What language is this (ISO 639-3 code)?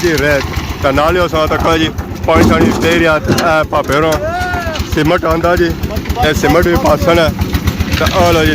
phr